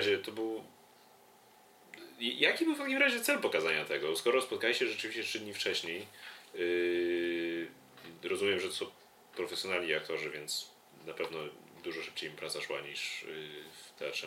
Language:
Polish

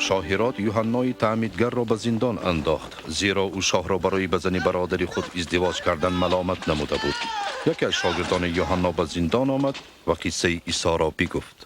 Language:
Tajik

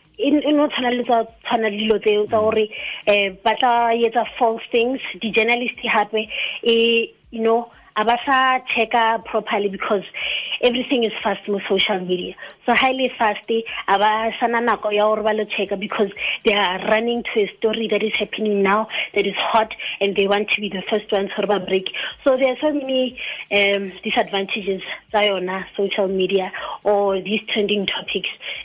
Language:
Tswana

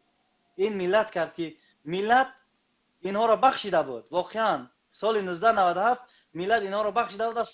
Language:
Tajik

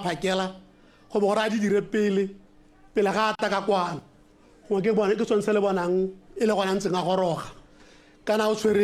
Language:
Tswana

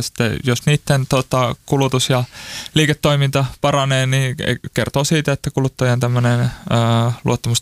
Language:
Finnish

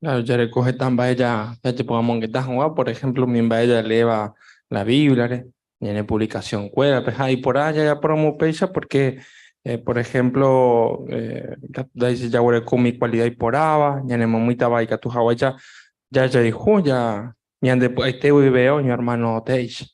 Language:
Guarani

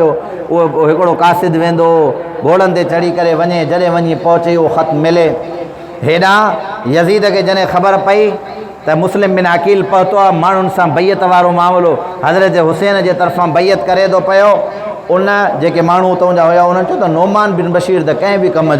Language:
Sindhi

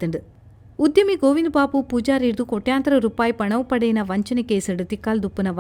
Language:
Tulu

